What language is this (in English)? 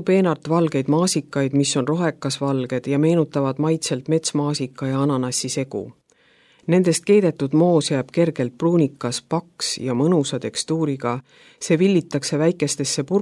Estonian